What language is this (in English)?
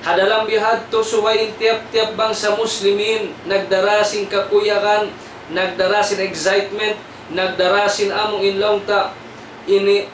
Tausug